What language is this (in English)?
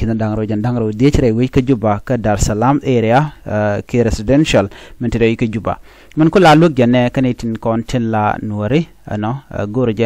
Nuer